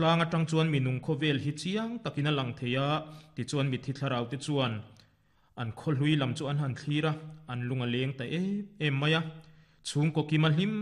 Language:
Mizo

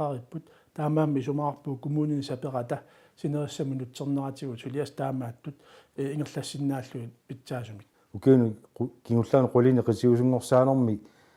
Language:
Kalaallisut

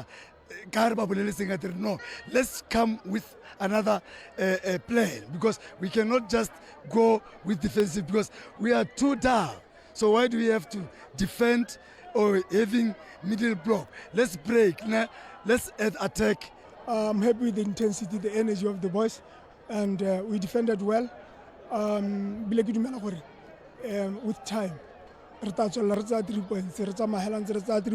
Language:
Tswana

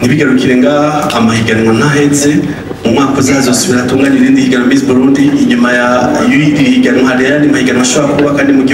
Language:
Rundi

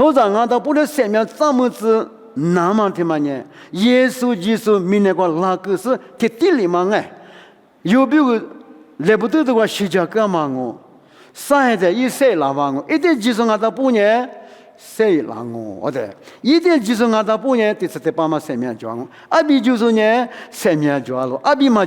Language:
Lisu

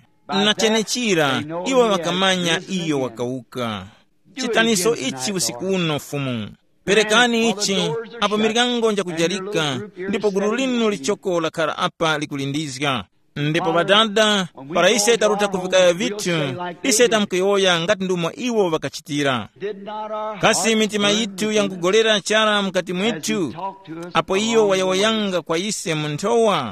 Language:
Tumbuka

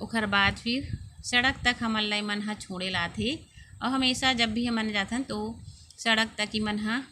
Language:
Chhattisgarhi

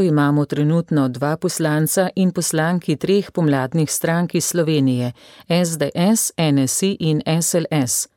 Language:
Slovenian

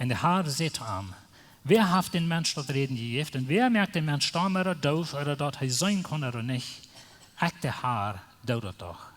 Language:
Plautdietsch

